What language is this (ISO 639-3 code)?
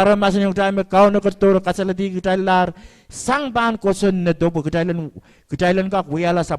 pon